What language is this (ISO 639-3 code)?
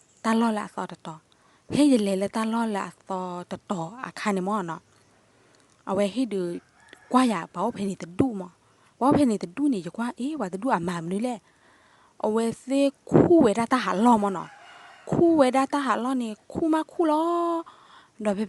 ksw